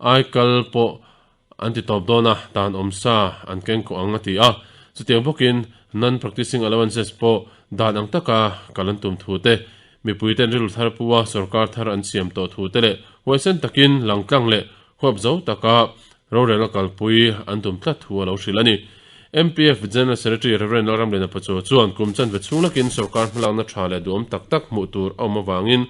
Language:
Mizo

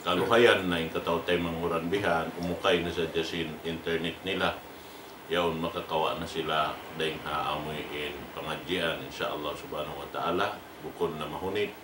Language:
Tausug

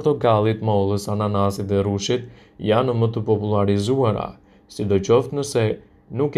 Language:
Albanian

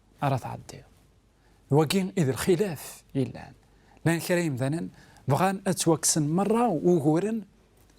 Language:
Kabyle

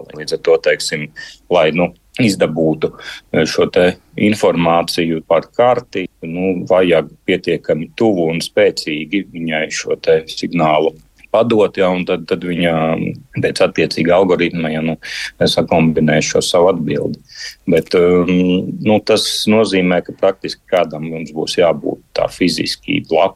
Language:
Latvian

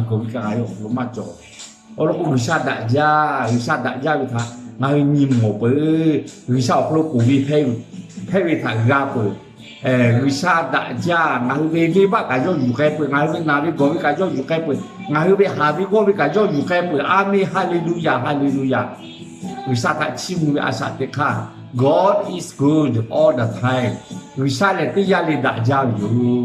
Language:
Lahu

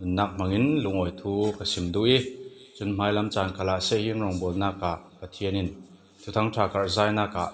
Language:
Falam Chin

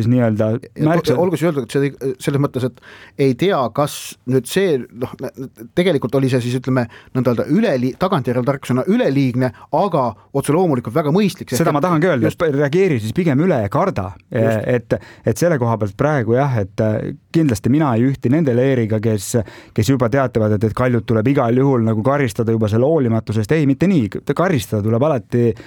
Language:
Estonian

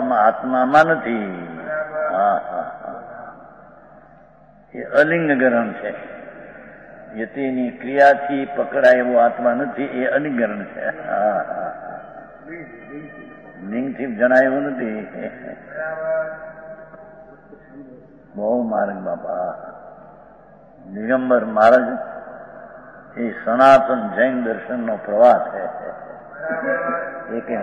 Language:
Gujarati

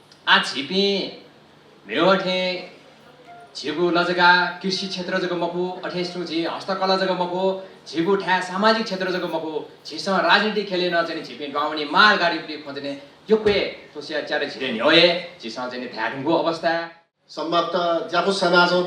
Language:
Newari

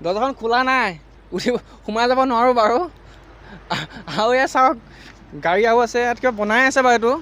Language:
Assamese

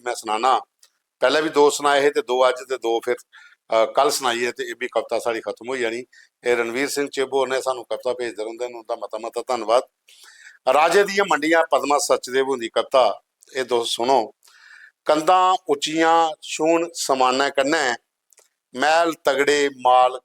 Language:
Dogri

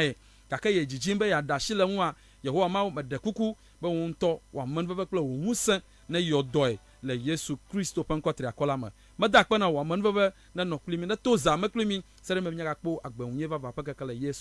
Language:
Ewe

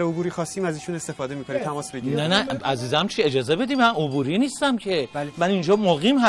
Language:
Persian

